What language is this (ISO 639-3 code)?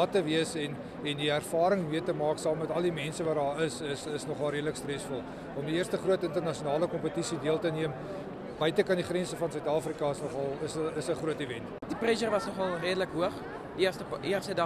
afr